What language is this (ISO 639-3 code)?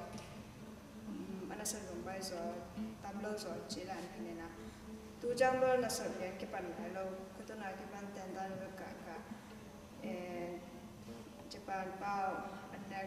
ctd